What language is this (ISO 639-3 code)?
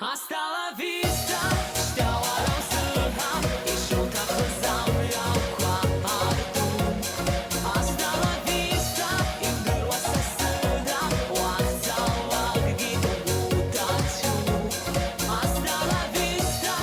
abk